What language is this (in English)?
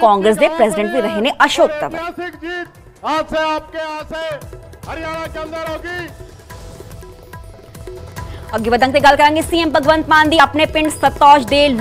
Punjabi